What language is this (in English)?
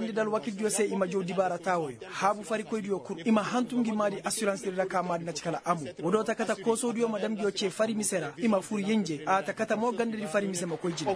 Koyraboro Senni